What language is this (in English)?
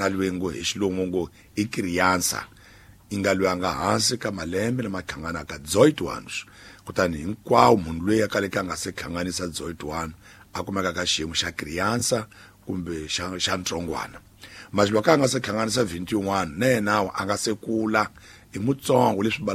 Tsonga